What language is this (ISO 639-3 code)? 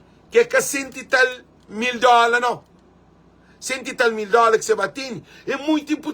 kea